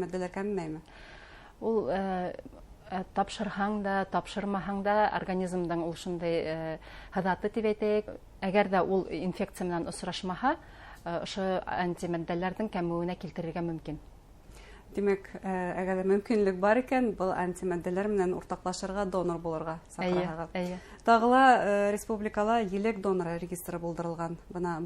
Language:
Bashkir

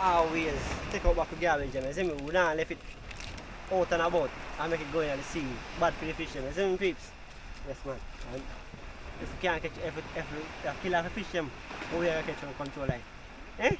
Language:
Jamaican Creole English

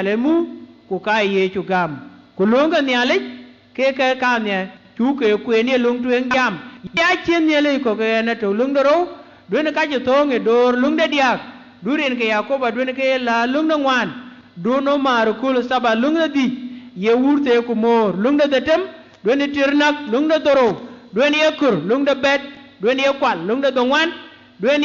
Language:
Dinka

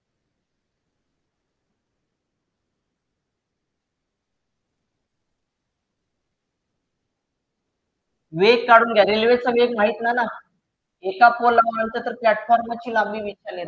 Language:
Marathi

